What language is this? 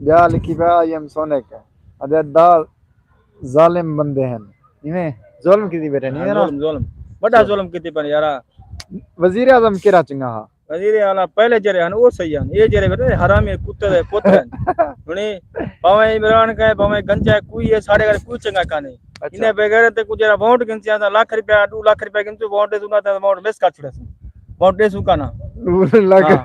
Saraiki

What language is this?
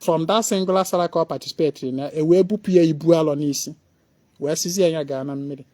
Igbo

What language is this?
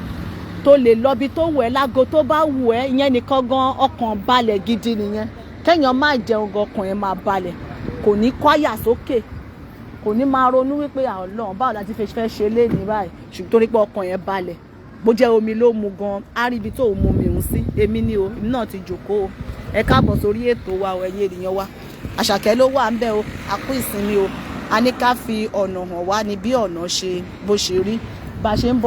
Yoruba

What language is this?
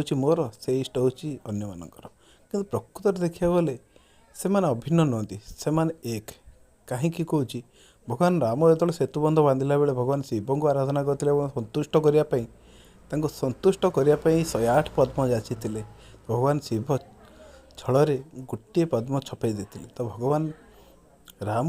Odia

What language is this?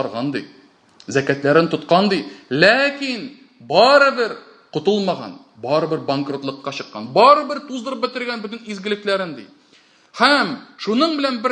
Tatar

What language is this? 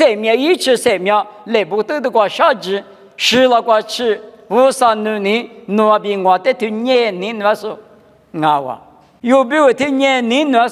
Lisu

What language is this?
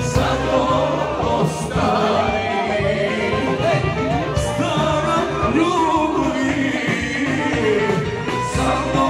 Croatian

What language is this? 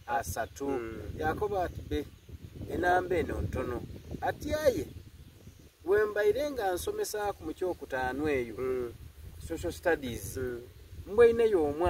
Soga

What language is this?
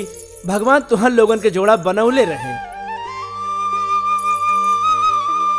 Bhojpuri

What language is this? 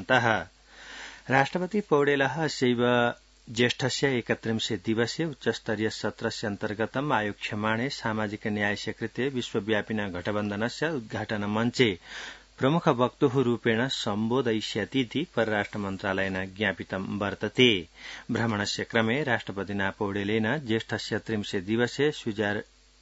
Sanskrit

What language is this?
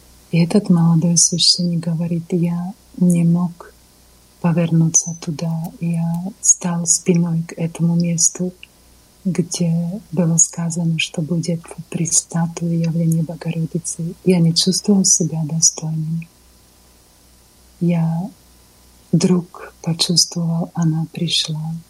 Russian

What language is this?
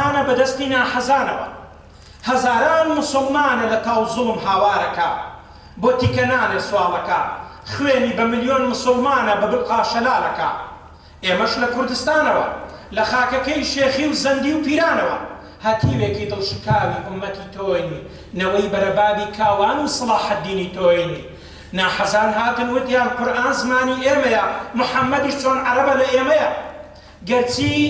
Central Kurdish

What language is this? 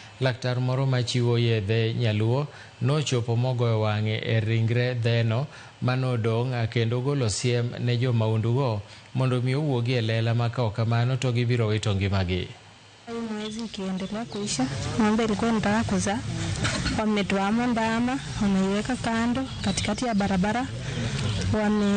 Luo (Kenya and Tanzania)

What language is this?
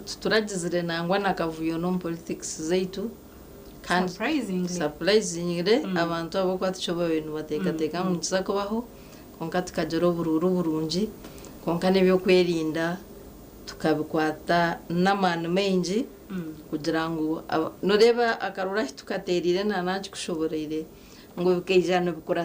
Nyankole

